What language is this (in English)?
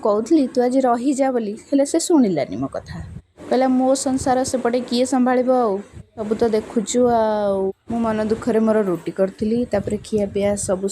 Odia